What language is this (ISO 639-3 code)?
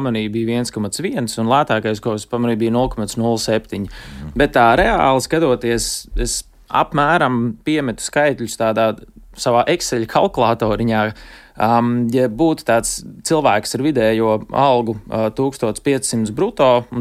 lav